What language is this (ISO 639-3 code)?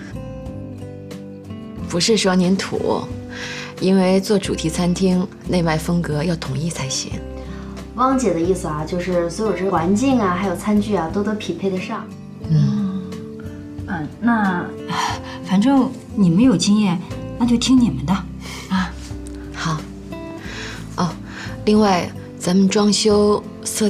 zho